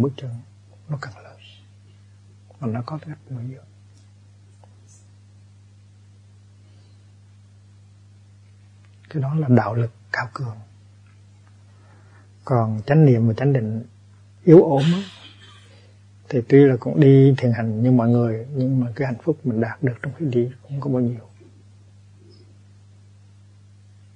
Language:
Vietnamese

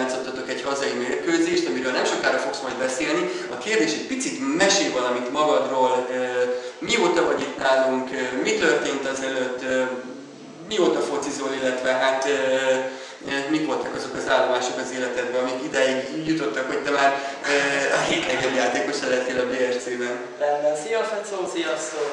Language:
Hungarian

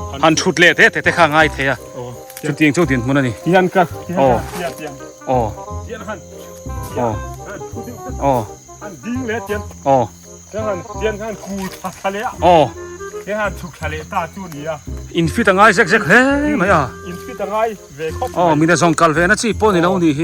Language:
Biete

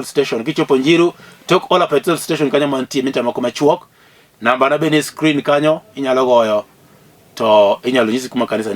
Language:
Luo (Kenya and Tanzania)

